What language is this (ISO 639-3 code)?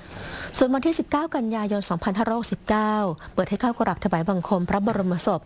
tha